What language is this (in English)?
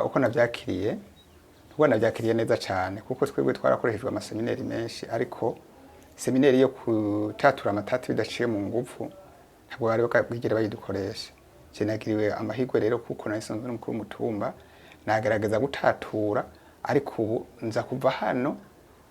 Rundi